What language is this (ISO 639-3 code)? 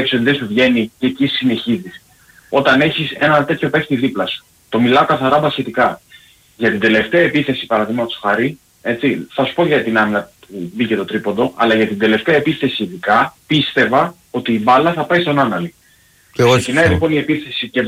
ell